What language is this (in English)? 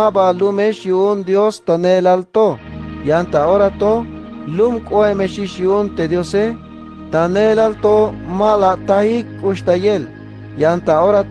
Tzeltal